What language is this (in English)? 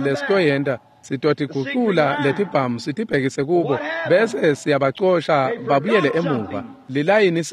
Swati